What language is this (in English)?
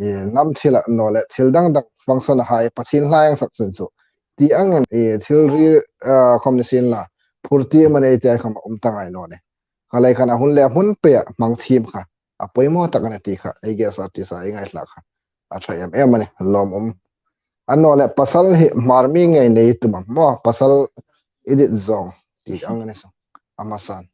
Hmar